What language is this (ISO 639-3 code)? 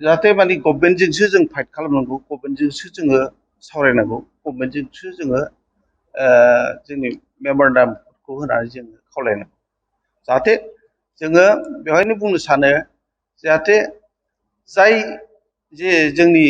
brx